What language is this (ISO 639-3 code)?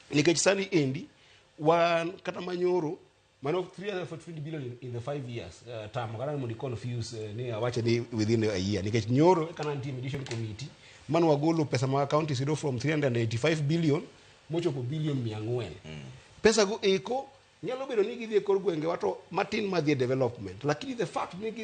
luo